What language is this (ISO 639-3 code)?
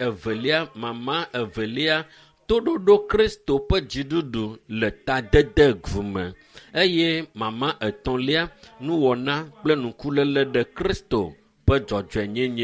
ewe